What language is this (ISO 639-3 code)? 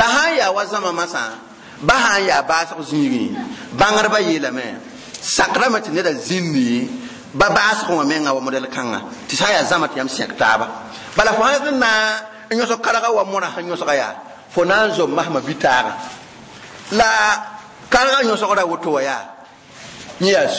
mos